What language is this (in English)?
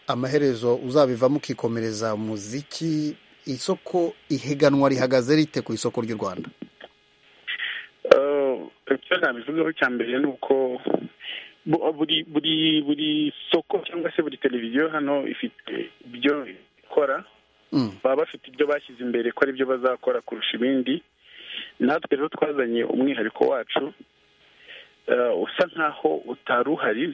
Kinyarwanda